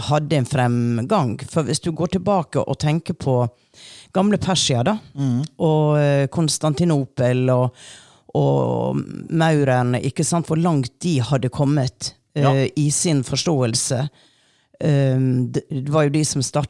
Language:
Norwegian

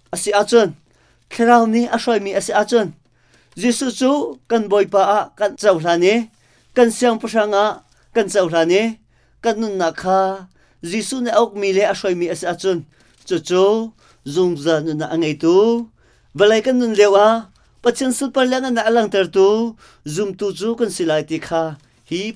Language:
Hakha Chin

